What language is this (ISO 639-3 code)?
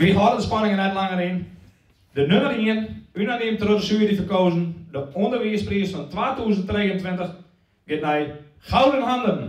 fry